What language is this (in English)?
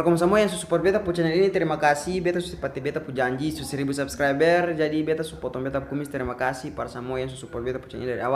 Ambonese Malay